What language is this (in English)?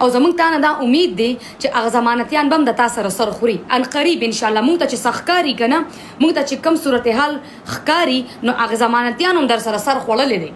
Pashto